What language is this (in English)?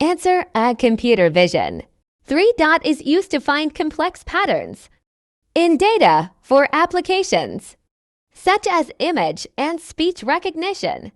English